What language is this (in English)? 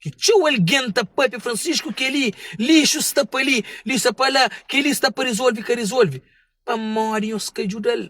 Kabuverdianu